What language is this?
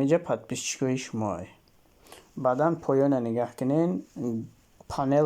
Tajik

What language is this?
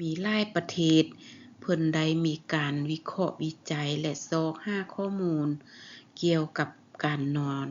Lao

